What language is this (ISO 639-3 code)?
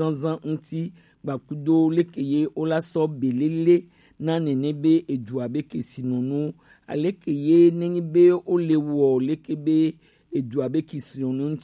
gej